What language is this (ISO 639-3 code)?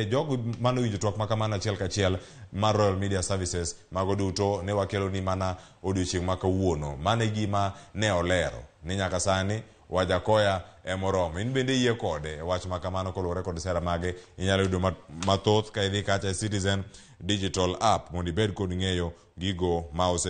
luo